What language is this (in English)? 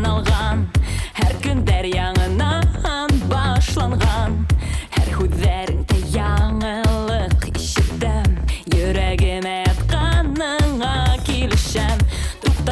Bashkir